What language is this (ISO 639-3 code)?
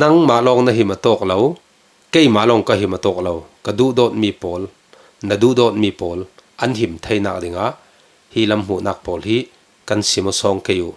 cfm